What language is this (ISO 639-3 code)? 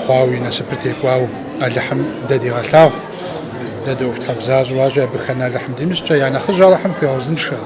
kbd